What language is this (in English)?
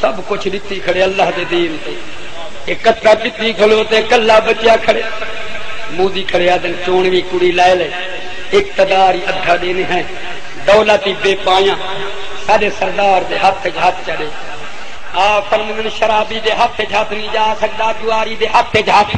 Saraiki